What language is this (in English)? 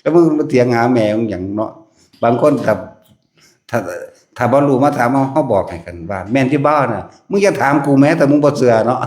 Northeastern Thai